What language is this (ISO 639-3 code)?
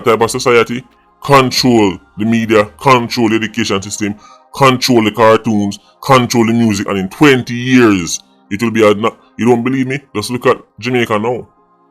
jam